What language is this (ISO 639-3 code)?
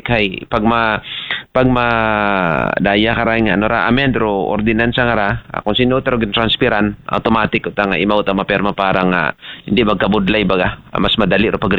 akl